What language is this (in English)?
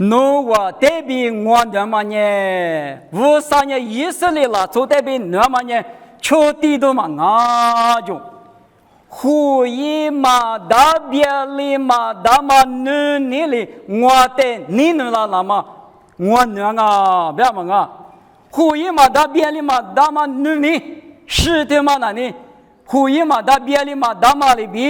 Lisu